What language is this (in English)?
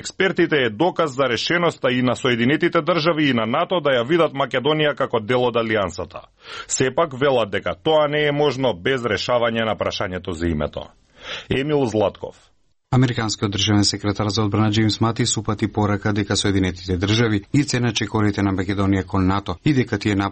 Macedonian